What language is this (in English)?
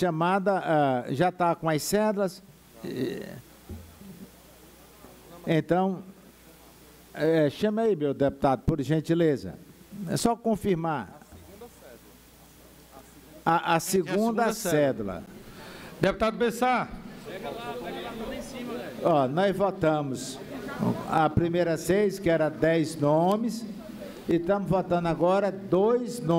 Portuguese